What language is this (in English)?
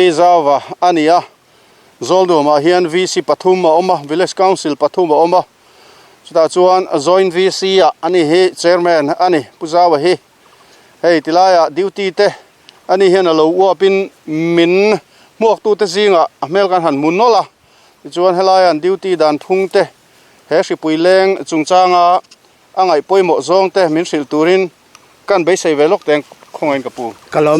Mizo